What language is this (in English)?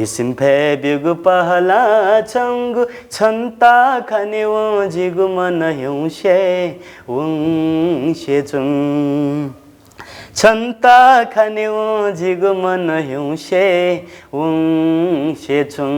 Newari